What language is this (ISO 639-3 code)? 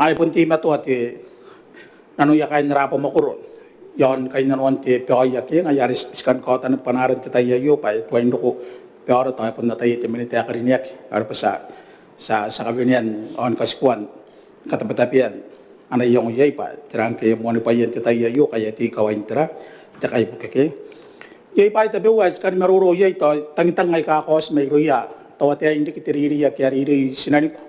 gil